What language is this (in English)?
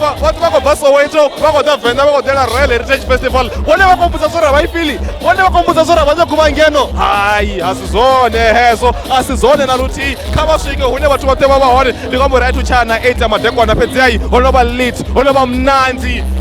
Venda